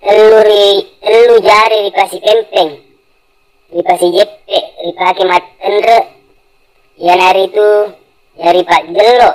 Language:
Buginese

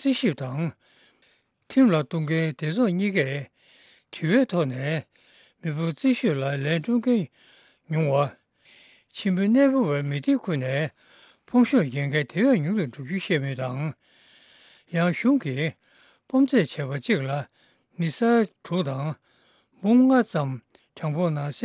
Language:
Tibetan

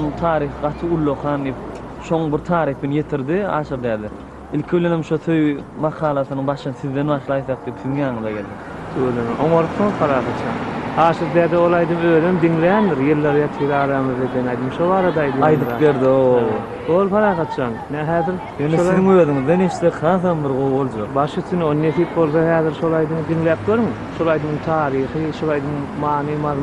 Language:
Turkmen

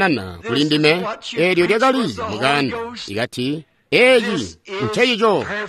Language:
Tonga (Zambia)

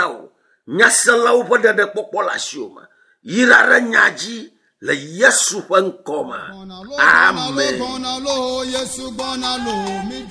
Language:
Ewe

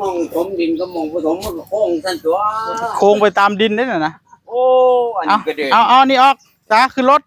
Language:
Northeastern Thai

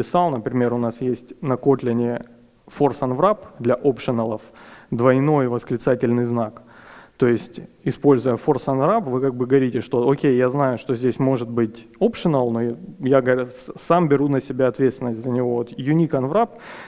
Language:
Russian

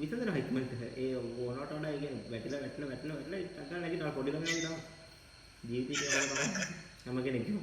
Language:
Sinhala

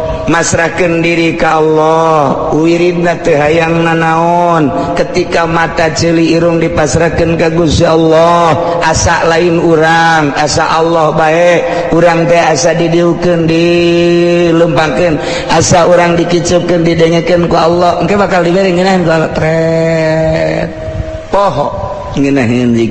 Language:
Sundanese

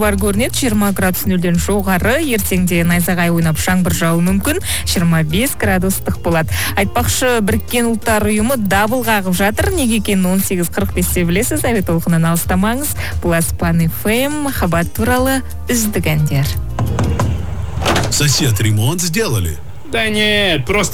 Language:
Kazakh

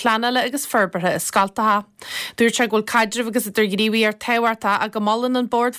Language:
Irish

